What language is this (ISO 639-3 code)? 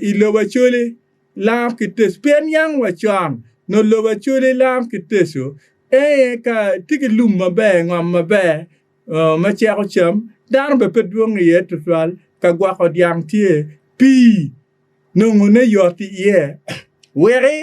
ach